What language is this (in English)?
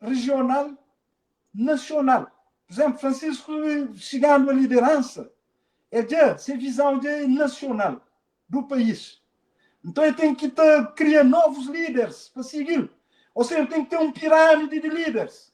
Kabuverdianu